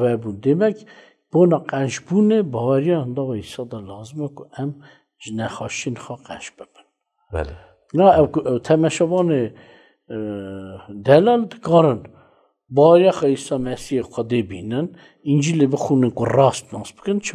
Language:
Kurdish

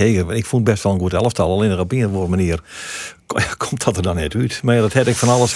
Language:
Western Frisian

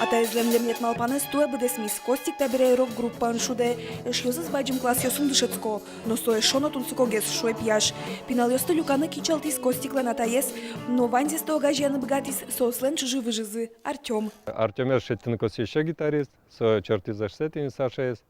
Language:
Udmurt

